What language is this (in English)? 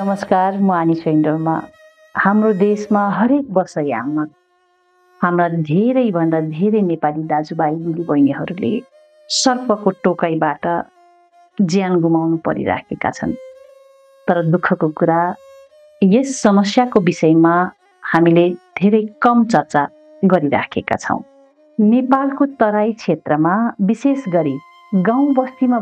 Nepali